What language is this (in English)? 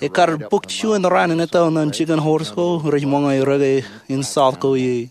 Marshallese